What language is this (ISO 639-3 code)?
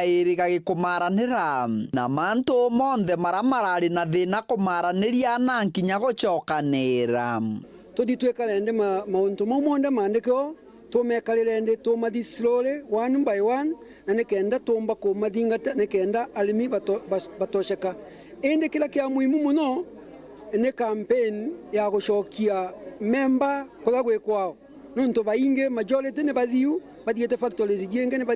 mer